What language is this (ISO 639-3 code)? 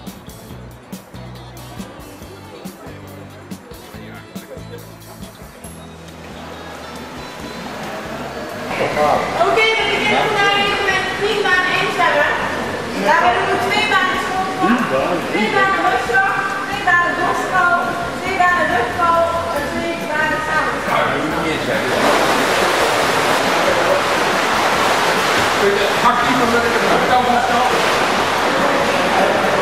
nld